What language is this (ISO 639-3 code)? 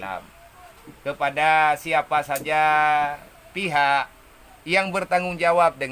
ace